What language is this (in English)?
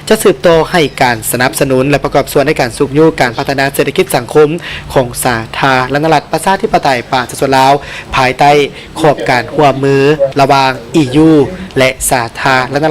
Lao